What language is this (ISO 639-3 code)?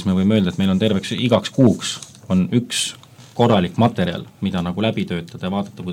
est